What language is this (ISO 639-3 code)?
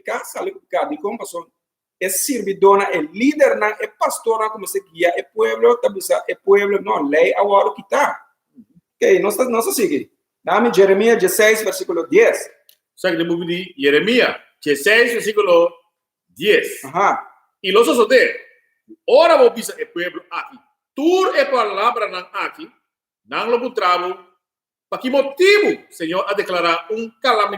pap